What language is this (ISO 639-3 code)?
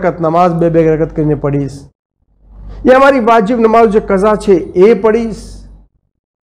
guj